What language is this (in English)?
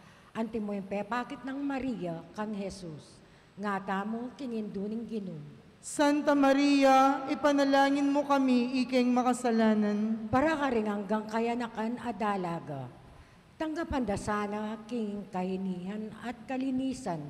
Pampanga